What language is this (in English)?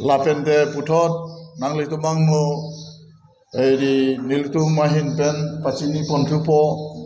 Karbi